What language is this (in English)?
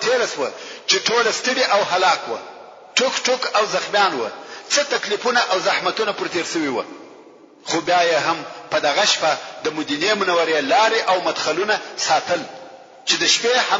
Pashto